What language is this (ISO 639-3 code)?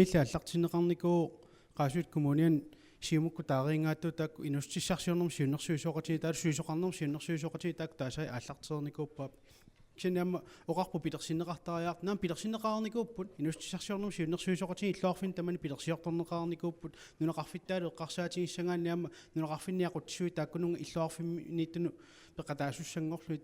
kal